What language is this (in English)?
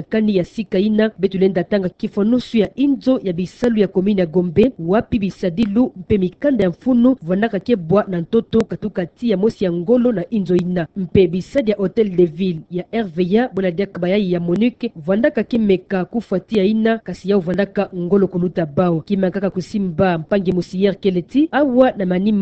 Kituba (Democratic Republic of Congo)